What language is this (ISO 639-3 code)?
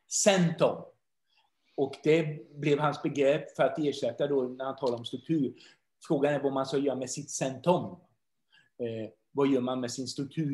swe